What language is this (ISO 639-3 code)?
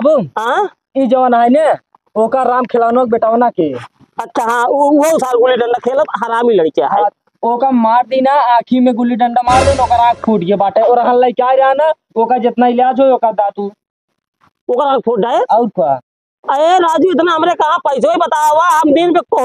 awa